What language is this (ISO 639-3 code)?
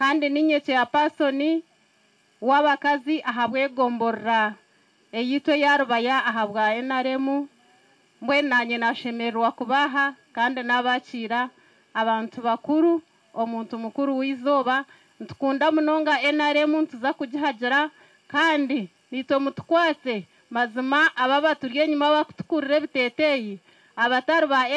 nyn